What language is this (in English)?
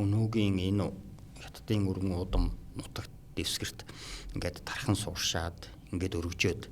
Mongolian